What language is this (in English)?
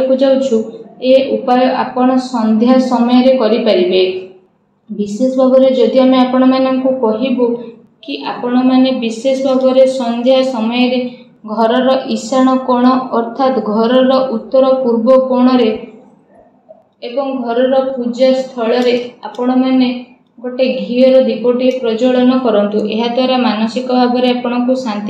Odia